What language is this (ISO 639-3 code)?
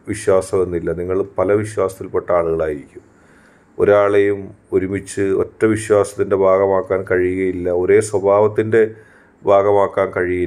mal